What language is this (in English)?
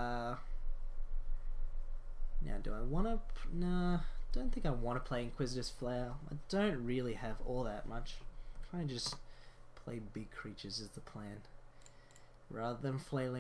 English